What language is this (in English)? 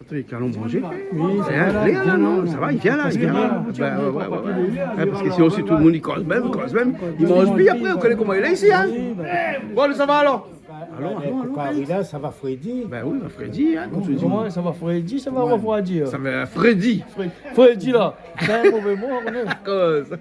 Réunion Creole French